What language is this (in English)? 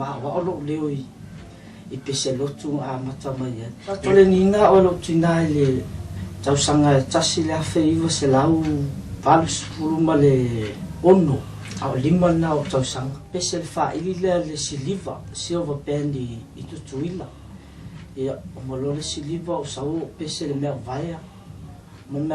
Samoan